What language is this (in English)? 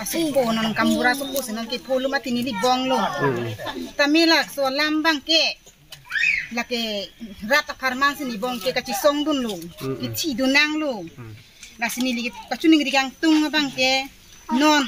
Karbi